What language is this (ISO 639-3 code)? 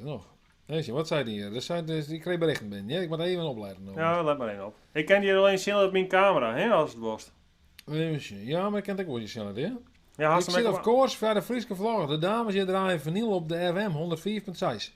fry